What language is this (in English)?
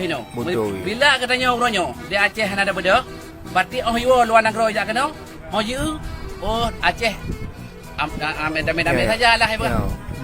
Achinese